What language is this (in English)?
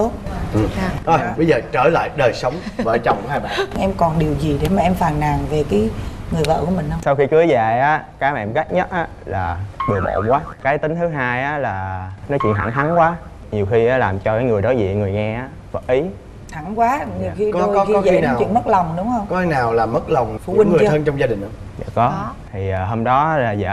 Vietnamese